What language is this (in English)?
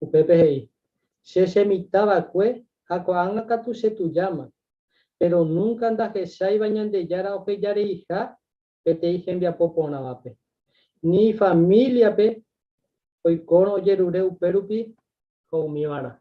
Guarani